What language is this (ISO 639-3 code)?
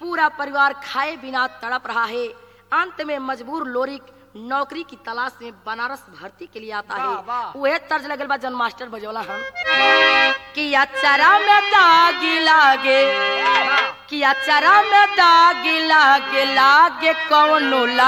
bho